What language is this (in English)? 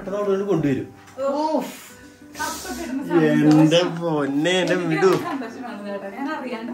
Malayalam